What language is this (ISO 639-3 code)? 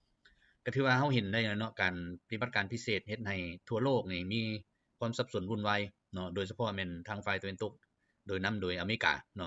lao